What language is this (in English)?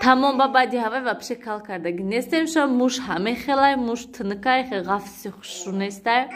Tajik